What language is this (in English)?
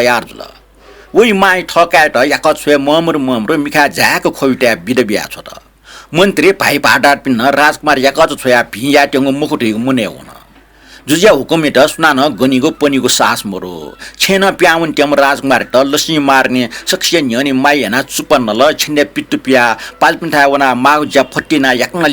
Newari